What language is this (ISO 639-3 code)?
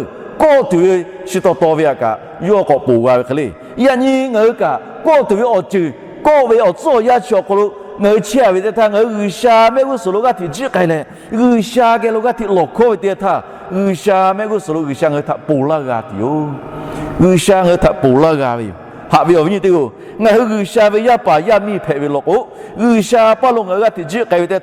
lhu